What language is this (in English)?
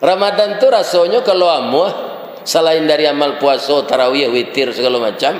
Minangkabau